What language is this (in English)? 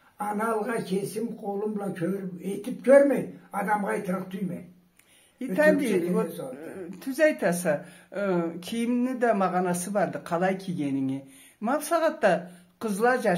Karachay-Balkar